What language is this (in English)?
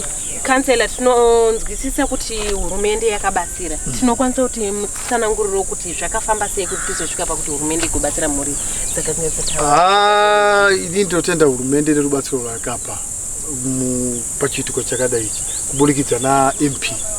Shona